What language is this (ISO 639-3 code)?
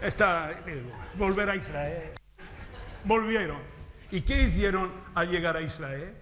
lad